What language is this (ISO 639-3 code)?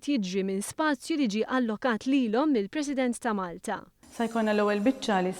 mlt